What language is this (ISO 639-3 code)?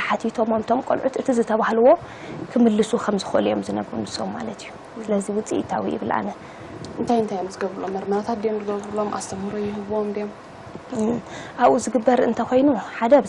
tir